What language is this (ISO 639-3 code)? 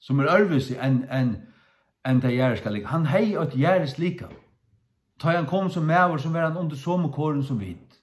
fao